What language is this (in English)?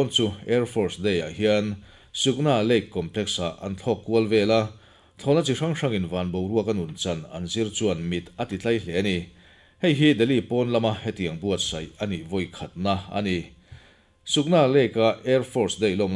Mizo